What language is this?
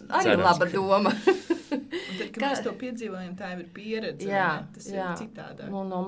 Latvian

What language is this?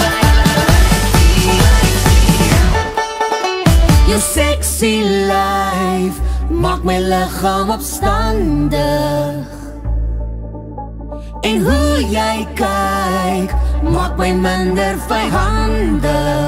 Afrikaans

